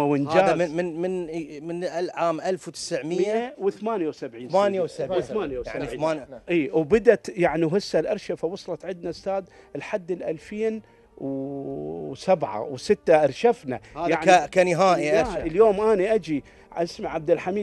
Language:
Mesopotamian Arabic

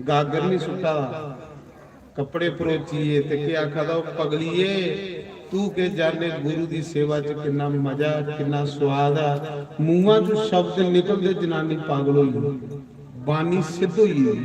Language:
Dogri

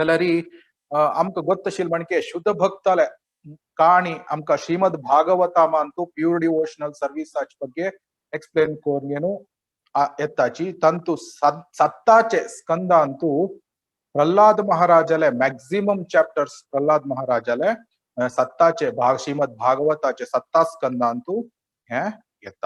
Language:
Konkani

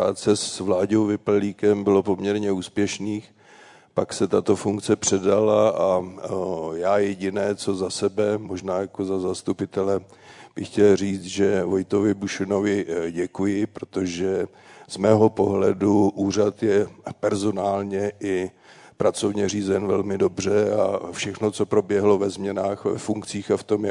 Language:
Czech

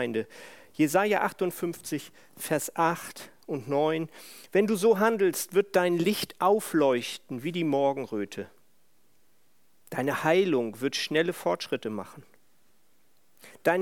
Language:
German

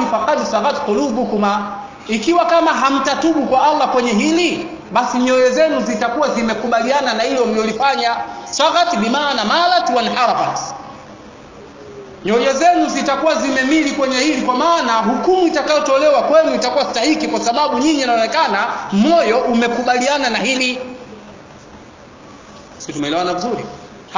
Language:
Swahili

